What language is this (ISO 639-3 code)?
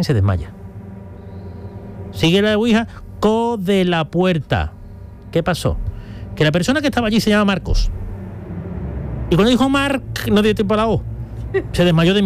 spa